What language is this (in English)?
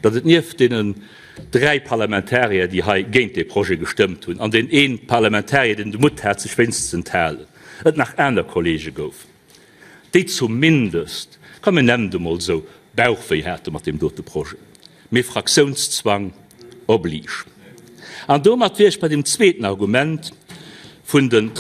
Luxembourgish